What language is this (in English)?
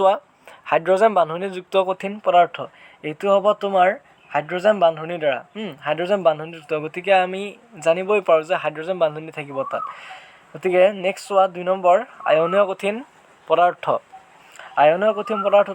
Assamese